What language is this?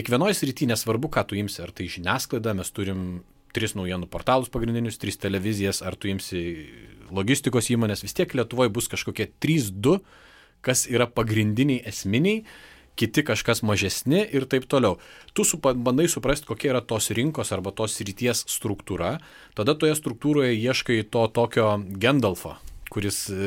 Lithuanian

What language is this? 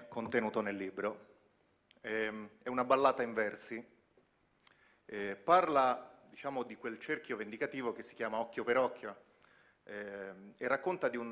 Italian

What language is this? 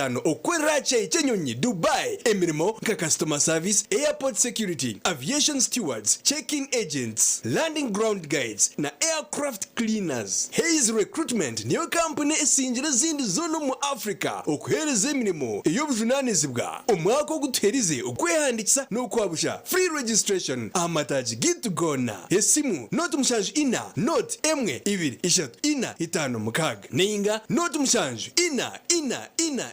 Nyankole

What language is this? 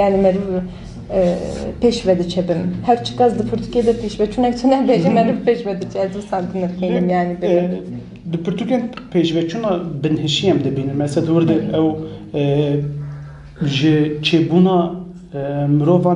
Kurdish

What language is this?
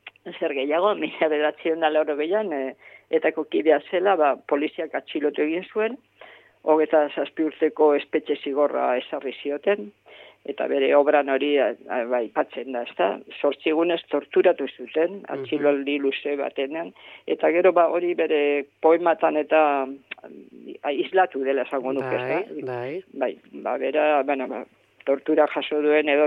Basque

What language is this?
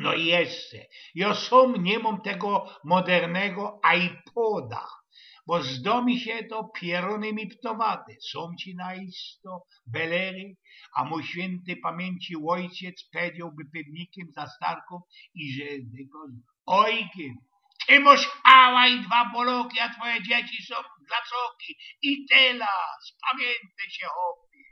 Silesian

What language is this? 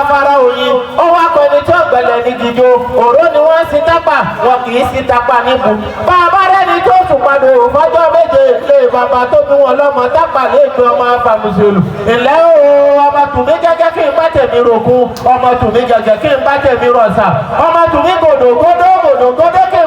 Yoruba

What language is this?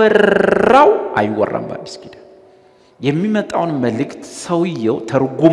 Amharic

